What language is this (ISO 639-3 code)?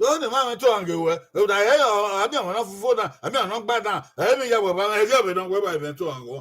bin